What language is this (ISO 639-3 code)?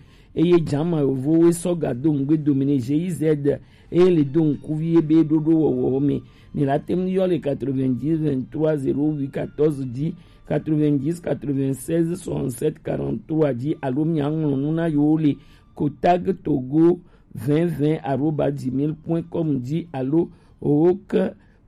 gej